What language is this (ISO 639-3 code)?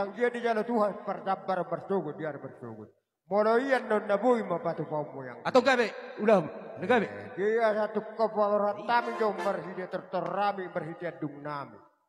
bbc